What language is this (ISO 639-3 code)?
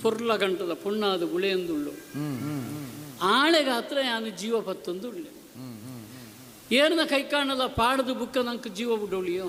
tcy